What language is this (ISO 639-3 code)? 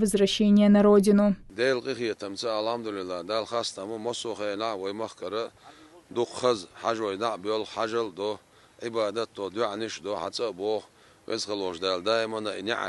che